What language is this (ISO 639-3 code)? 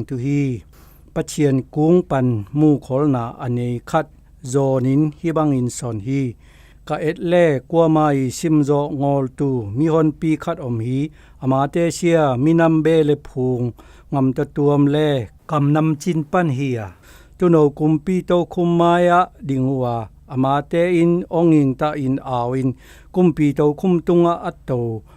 zom